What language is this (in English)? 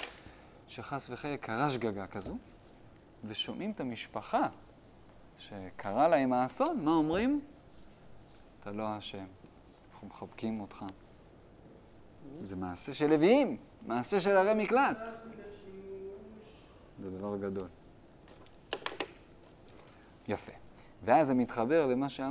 Hebrew